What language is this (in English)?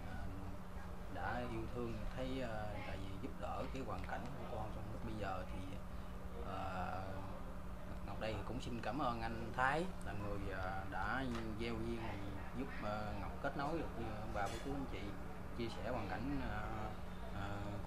Vietnamese